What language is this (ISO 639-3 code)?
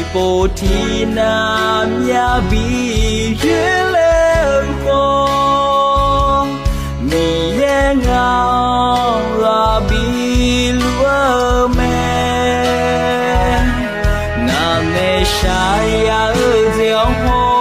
ahk